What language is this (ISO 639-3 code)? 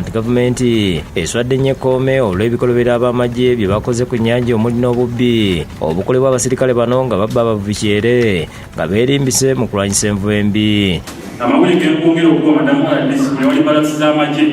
lug